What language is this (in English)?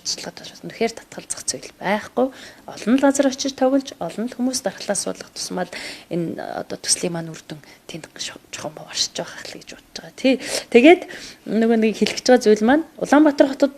Mongolian